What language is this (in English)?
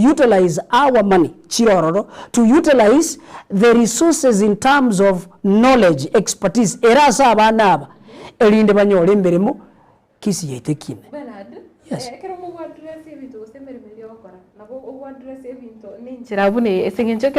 Gusii